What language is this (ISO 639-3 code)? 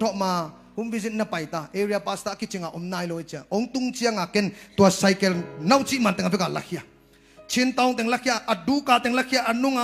ctd